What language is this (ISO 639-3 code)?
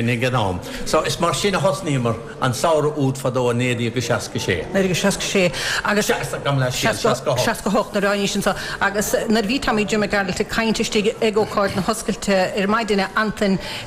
gle